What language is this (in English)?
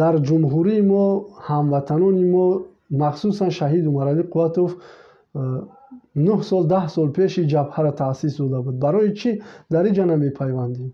Tajik